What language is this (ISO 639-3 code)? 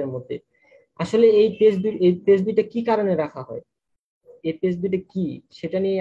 ben